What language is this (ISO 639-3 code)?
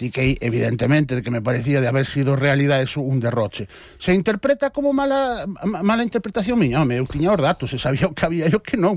glg